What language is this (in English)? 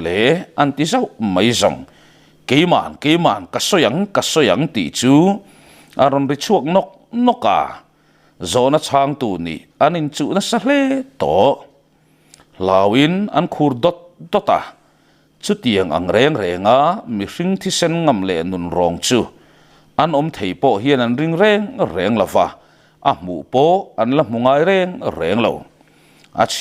Mizo